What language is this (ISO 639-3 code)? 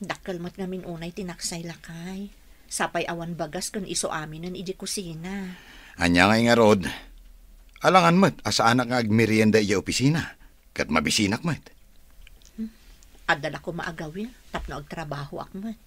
ilo